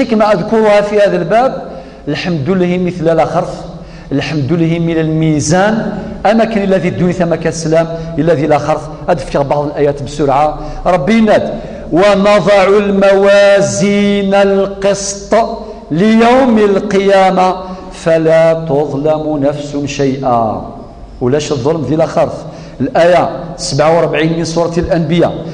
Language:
Kabyle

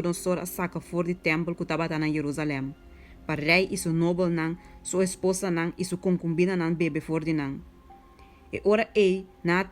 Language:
Papiamento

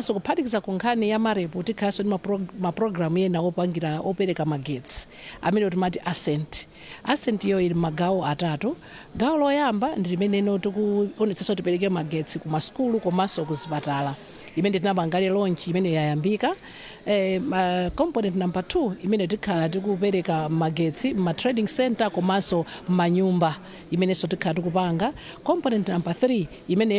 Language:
Nyanja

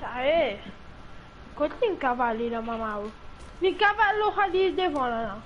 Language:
Morisyen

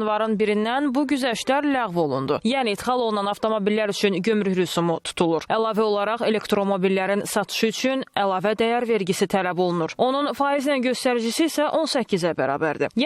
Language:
Azerbaijani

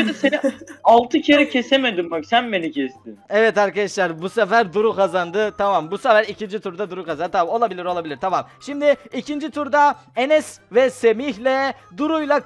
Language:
Turkish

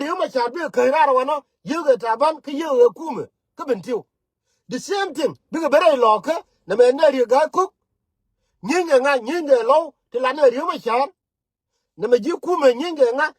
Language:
Nuer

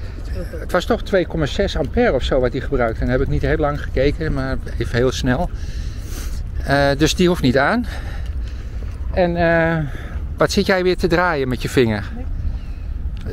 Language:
Dutch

